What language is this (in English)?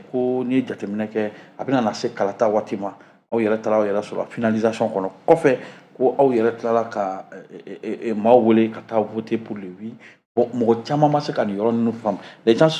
Bambara